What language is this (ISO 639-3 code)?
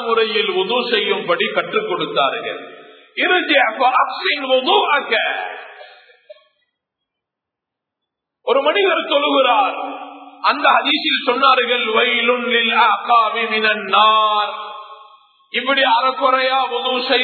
tam